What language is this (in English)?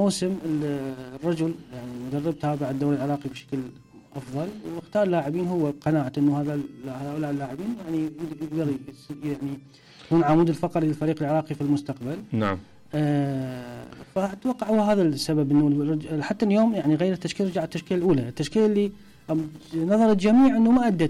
Mesopotamian Arabic